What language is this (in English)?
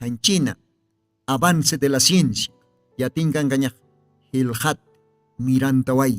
Aymara